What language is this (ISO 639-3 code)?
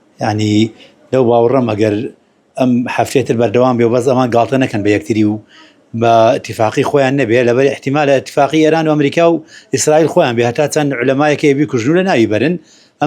ckb